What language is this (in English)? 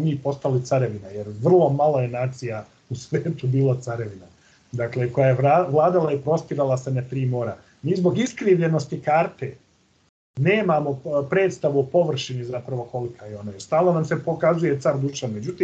Serbian